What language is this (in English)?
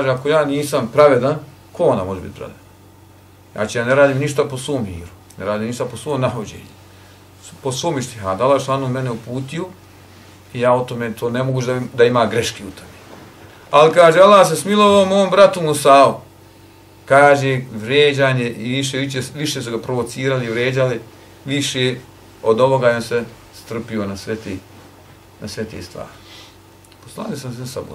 Bosnian